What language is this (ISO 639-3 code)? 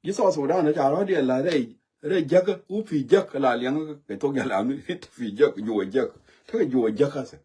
nus